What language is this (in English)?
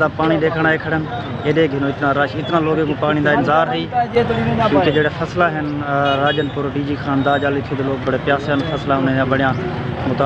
Saraiki